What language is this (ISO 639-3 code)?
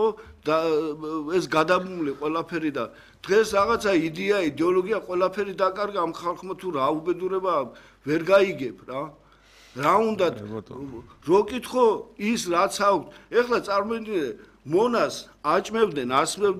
kat